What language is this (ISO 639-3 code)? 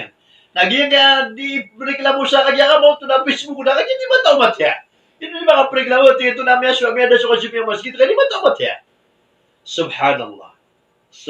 mrw